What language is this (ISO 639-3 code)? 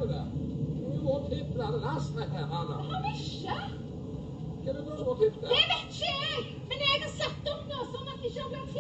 nor